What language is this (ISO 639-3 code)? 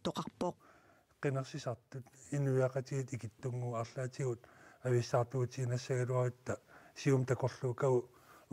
kal